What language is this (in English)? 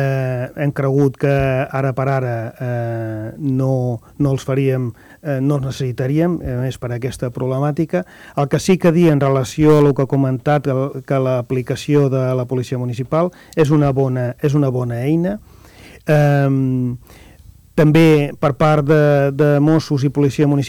Catalan